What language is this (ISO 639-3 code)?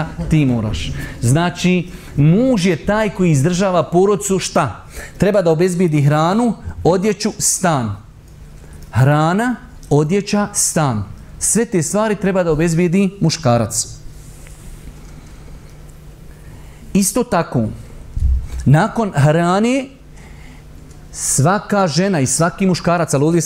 bos